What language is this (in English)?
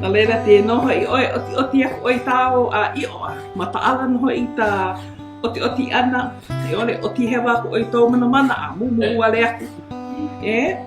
Hawaiian